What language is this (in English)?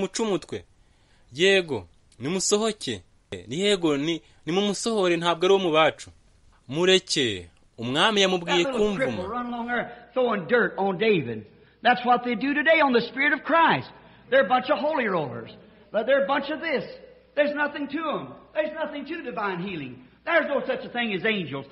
Kinyarwanda